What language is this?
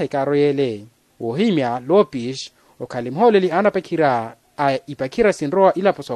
Makhuwa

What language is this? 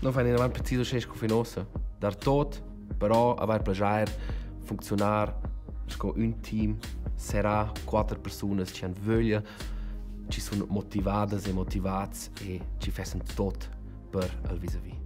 Romansh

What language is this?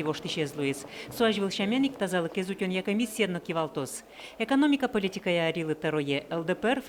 Udmurt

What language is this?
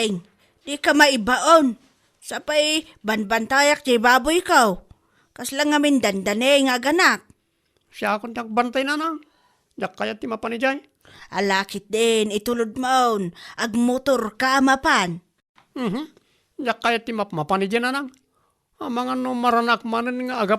Iloko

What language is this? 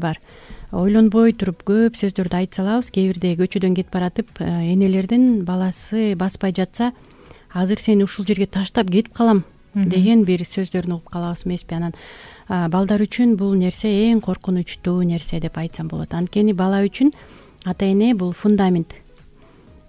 Kyrgyz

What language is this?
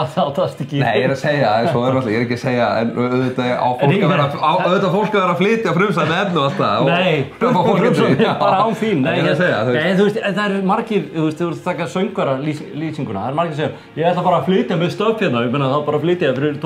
Icelandic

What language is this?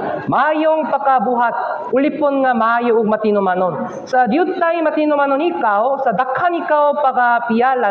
Cebuano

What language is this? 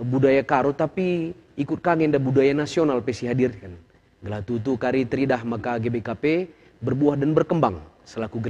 Batak Karo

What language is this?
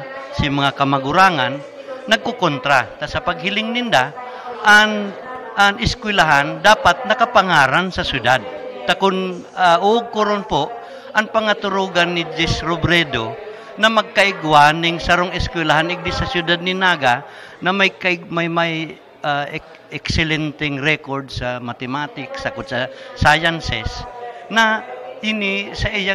Bikol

